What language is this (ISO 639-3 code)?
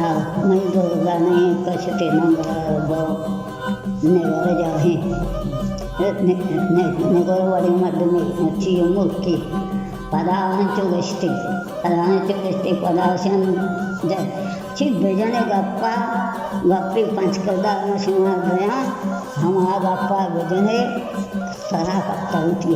bal